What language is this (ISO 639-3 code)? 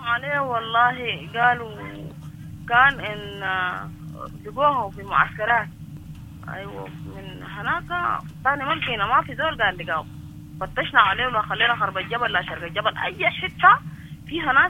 apd